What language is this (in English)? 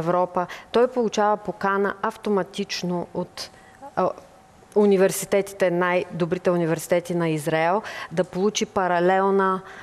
Bulgarian